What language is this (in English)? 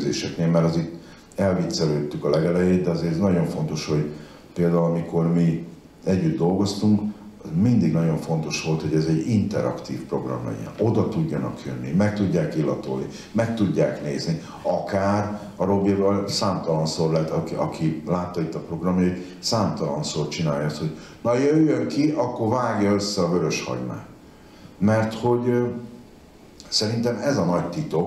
Hungarian